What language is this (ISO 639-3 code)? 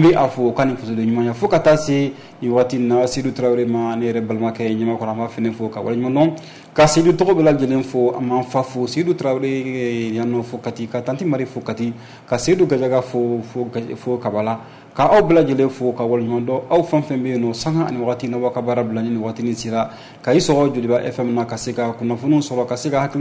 bam